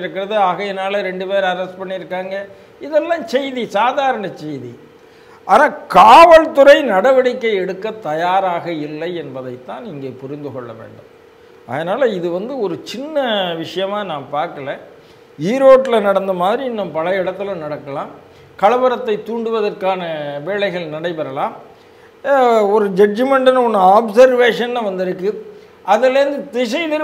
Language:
Tamil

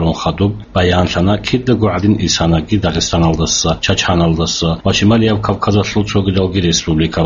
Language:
Avaric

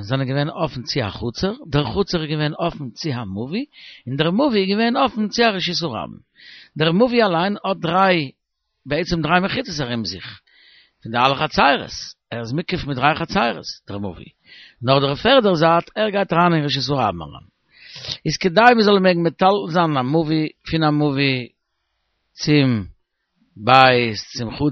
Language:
Yiddish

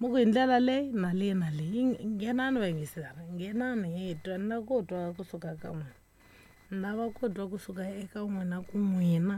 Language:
Tsonga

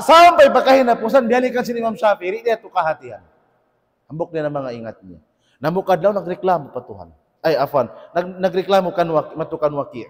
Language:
Tausug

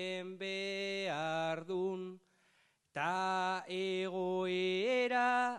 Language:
Basque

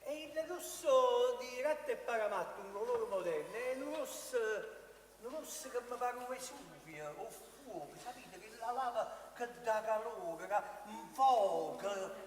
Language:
Neapolitan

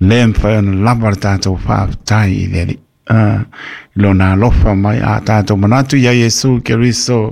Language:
Samoan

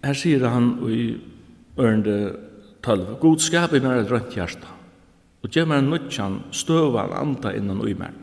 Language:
Faroese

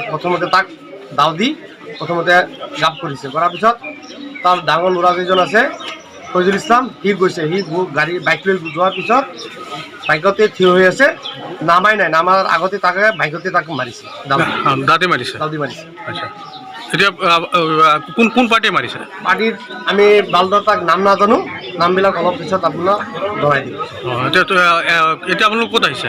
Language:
Assamese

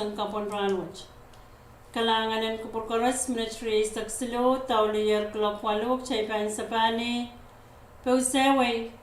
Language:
Pohnpeian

